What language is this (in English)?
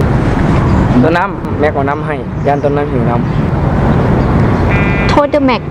Lao